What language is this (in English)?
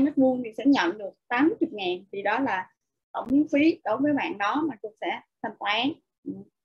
Vietnamese